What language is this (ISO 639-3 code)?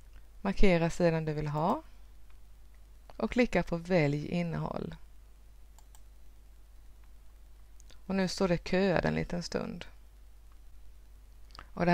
swe